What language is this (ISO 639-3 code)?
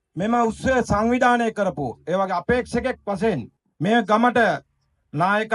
sin